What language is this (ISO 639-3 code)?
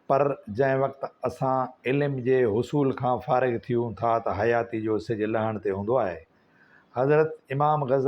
snd